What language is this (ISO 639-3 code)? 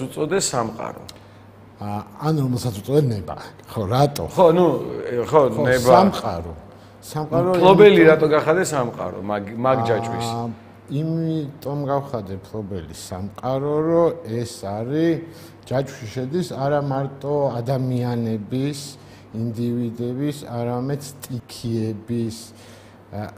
kat